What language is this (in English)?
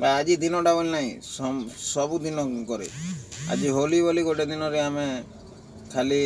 Odia